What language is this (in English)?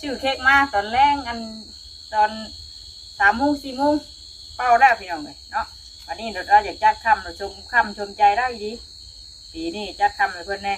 Northeastern Thai